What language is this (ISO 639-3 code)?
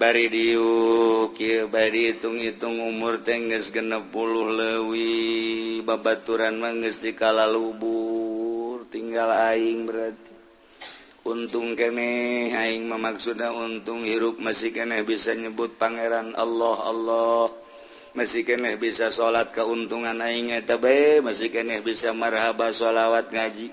sun